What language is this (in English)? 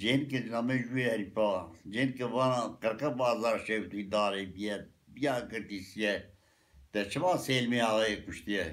Zaza